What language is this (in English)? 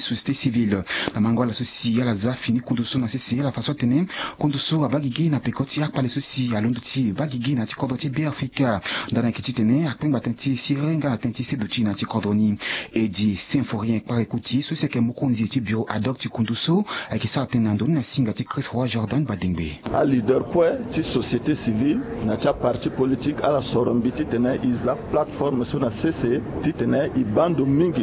Sango